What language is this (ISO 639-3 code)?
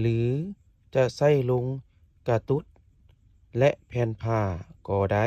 lao